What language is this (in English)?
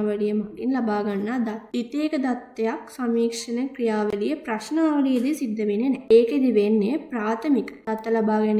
Sinhala